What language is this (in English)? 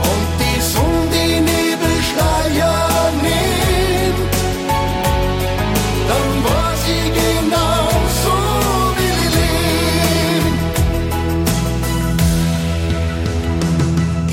German